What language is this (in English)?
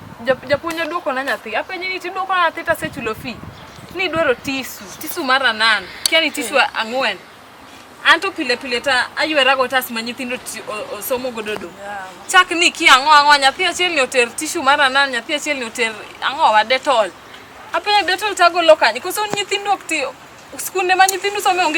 Luo (Kenya and Tanzania)